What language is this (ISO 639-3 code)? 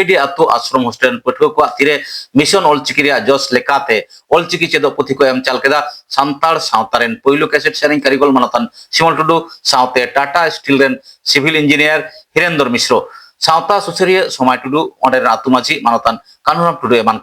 sat